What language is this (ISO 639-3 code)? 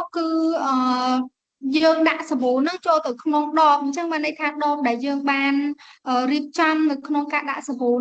khm